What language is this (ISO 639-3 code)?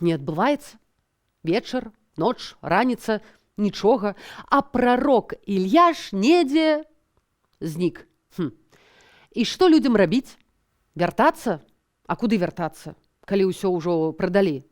bel